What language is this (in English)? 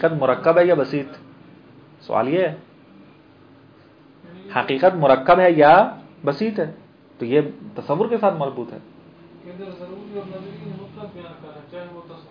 Urdu